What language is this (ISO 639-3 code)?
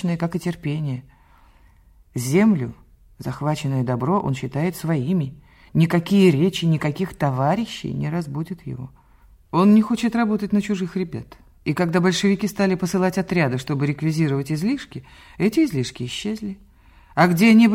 rus